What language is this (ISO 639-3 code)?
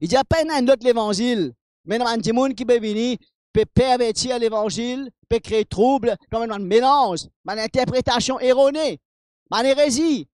mfe